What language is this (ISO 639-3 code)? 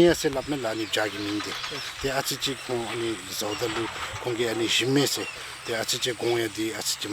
dzo